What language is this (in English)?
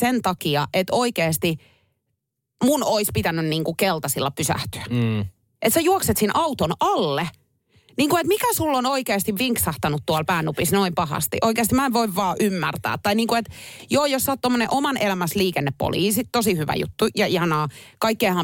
Finnish